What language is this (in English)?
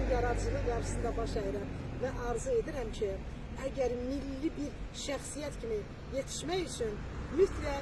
Azerbaijani